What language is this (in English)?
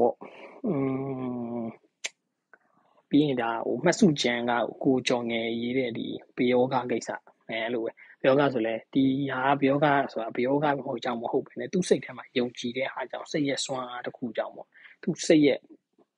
Burmese